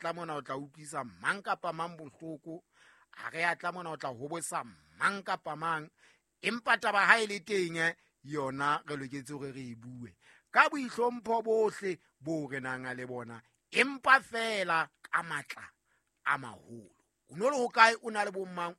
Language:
Southern Sotho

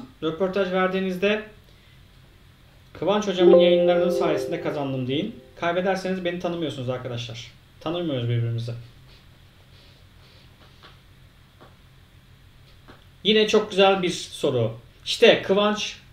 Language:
Turkish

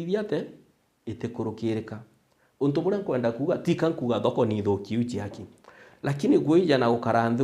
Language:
Meru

